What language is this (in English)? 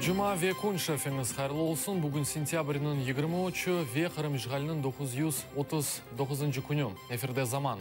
Crimean Tatar